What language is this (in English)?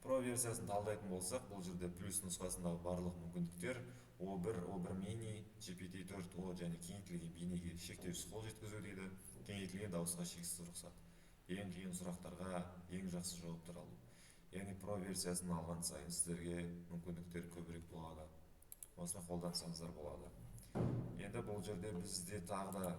Kazakh